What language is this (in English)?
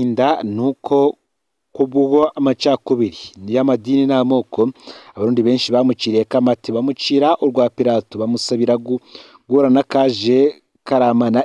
Rundi